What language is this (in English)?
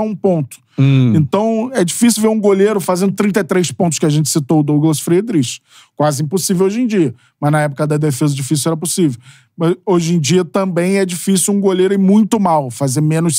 Portuguese